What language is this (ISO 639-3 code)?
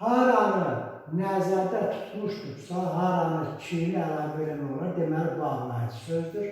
aze